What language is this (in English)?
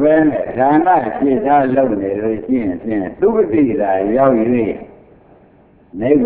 Burmese